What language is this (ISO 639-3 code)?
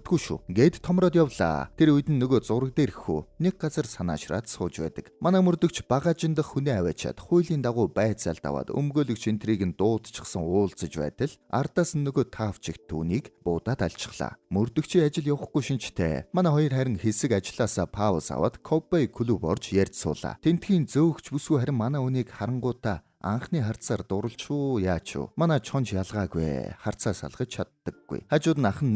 mon